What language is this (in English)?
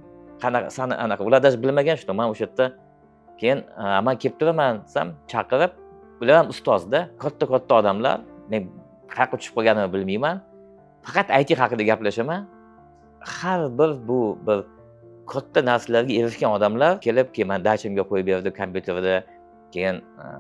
Uzbek